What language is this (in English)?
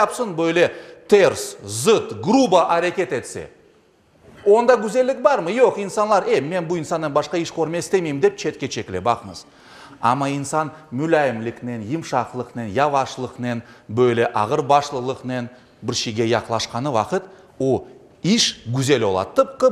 Crimean Tatar